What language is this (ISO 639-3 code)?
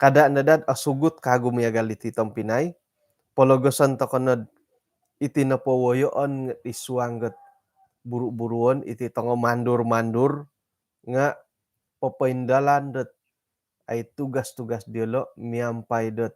dtp